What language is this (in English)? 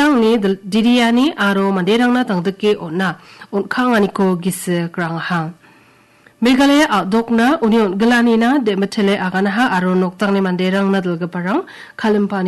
Garo